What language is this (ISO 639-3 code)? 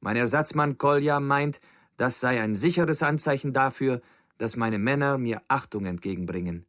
bar